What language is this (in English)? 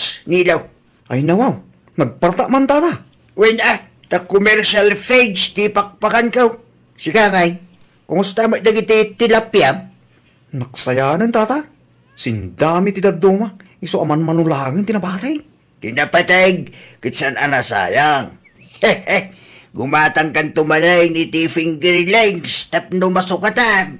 Iloko